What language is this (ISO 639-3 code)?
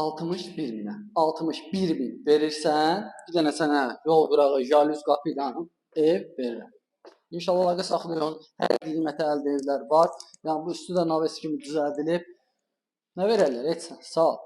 aze